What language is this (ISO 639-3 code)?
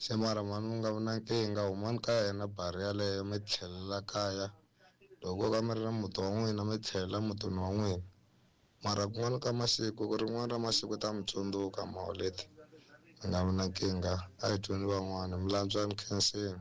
tso